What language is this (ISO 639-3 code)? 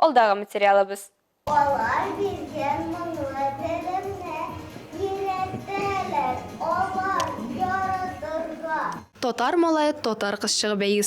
tat